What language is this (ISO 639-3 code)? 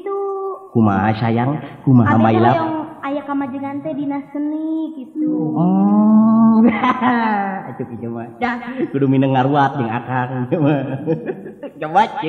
sun